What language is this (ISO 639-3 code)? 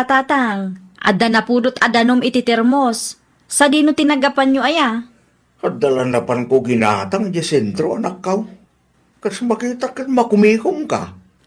ilo